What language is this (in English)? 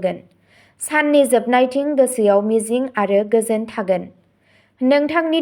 Bodo